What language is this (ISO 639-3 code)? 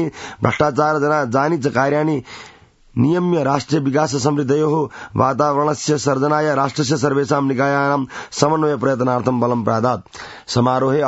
san